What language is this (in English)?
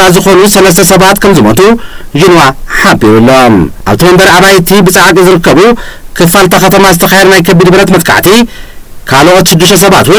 Tigrinya